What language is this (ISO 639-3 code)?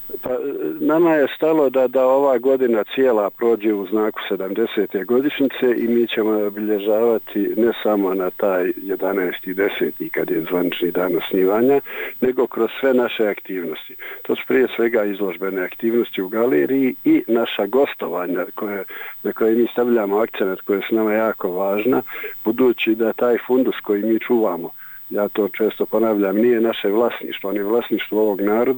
bos